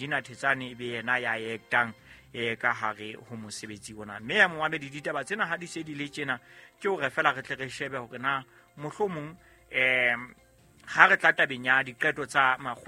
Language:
Southern Sotho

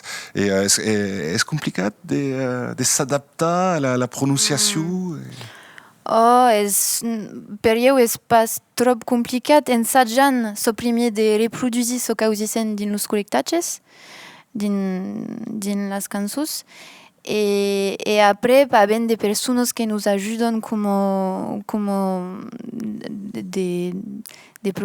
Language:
Occitan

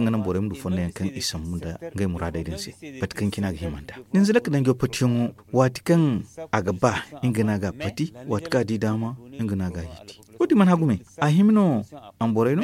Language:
Zarma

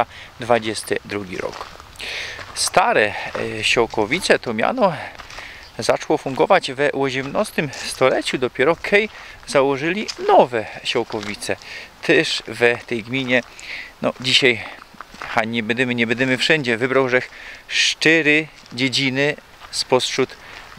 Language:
Silesian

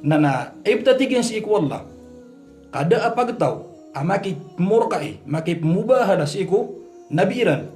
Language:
Maranao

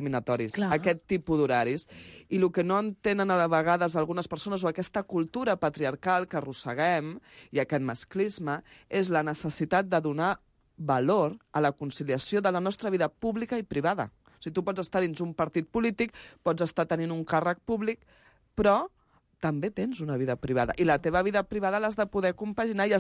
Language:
Catalan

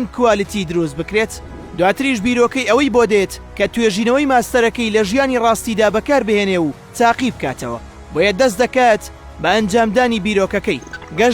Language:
Central Kurdish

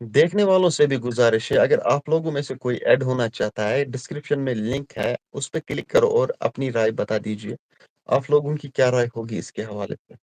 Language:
Kashmiri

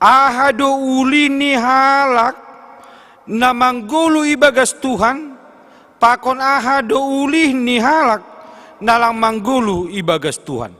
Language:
Batak Simalungun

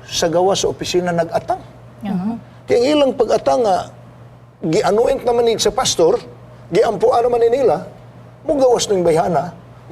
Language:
Cebuano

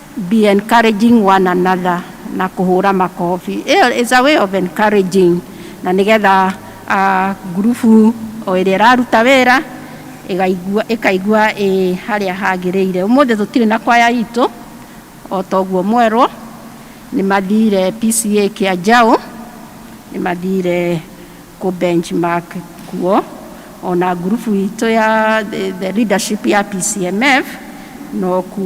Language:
Kikuyu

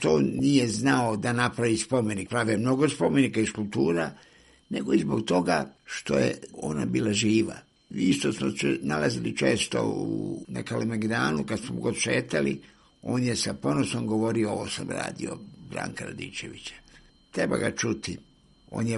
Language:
Serbian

